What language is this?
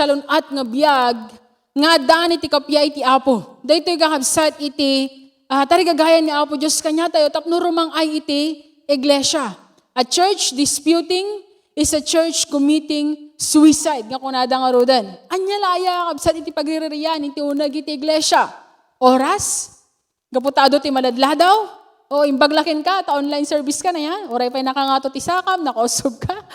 Iloko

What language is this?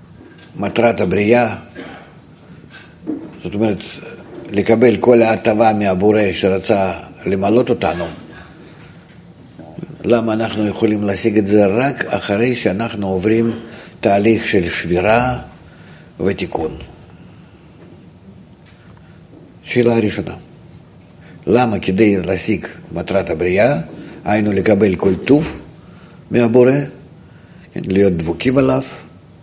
Hebrew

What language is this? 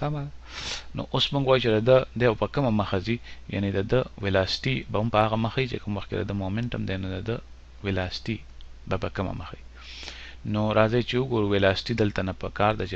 Pashto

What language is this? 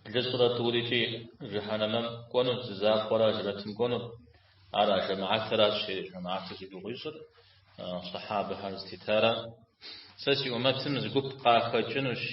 Kabardian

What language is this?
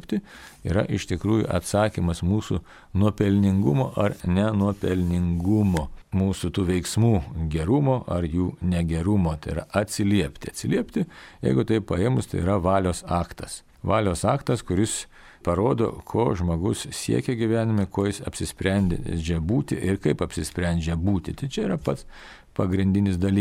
Lithuanian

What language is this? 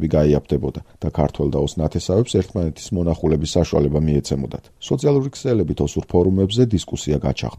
Georgian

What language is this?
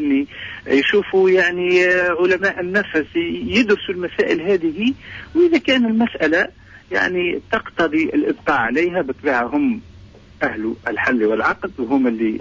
Tunisian Arabic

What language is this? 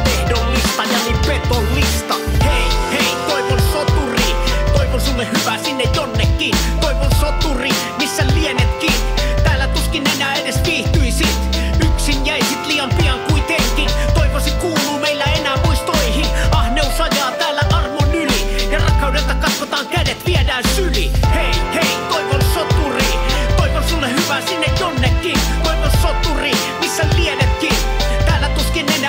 Finnish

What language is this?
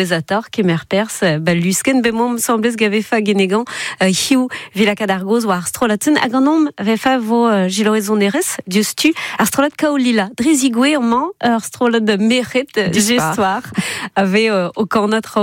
Breton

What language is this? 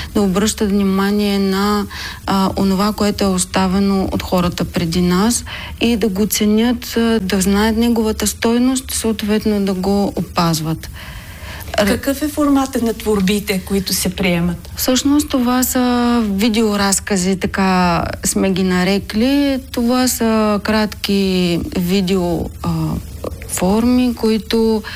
Bulgarian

